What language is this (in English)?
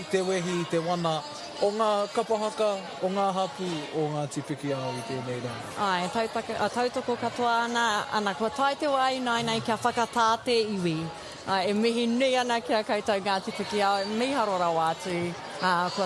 Māori